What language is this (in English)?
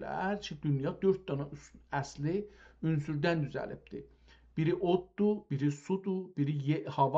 South Azerbaijani